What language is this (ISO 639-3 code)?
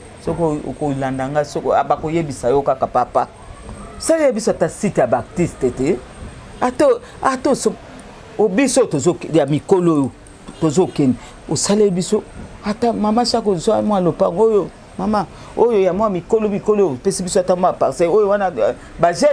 lin